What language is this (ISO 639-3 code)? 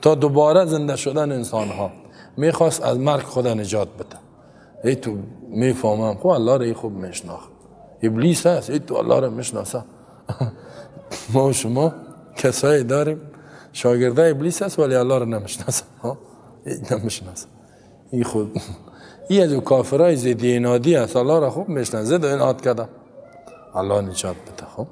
tgk